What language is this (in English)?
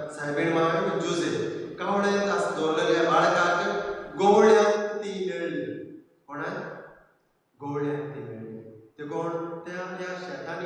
Konkani